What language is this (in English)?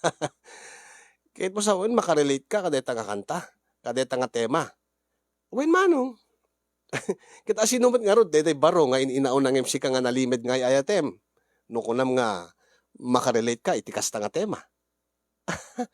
Iloko